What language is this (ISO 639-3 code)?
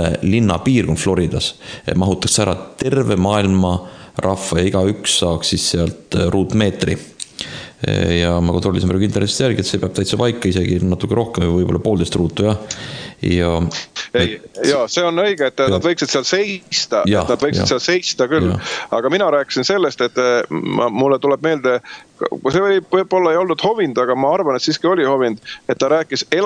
est